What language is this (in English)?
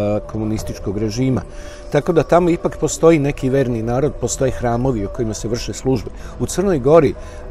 Serbian